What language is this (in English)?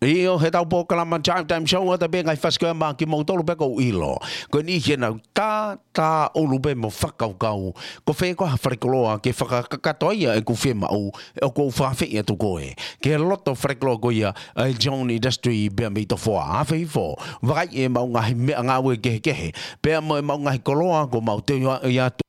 Tongan